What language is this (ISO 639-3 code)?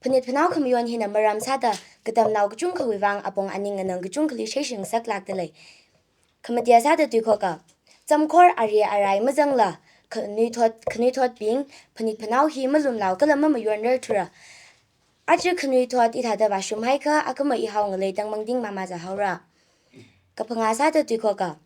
nmf